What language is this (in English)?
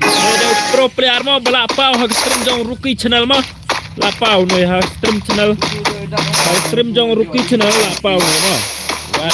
Khasi